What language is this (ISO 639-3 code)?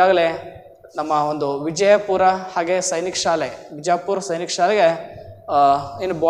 kan